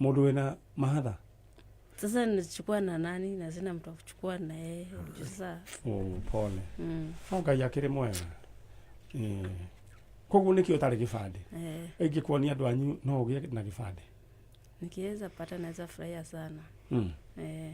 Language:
Kikuyu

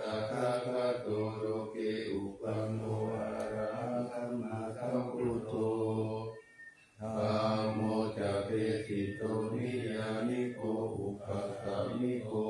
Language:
Pali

